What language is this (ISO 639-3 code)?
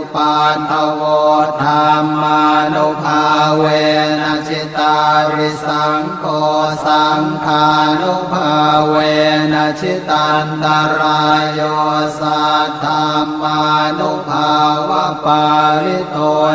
pli